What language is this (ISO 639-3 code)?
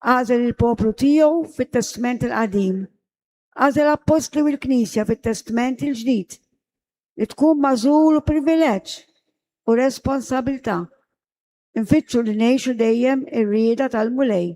mlt